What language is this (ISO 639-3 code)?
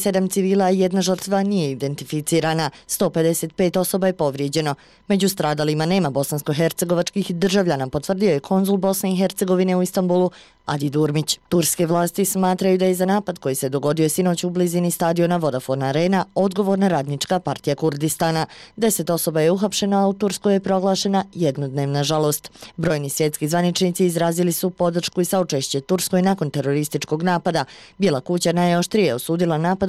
bos